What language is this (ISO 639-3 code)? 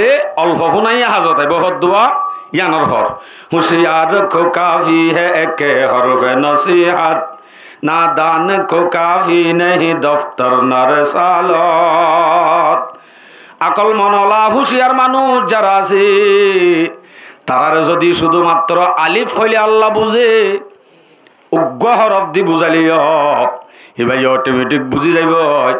rhg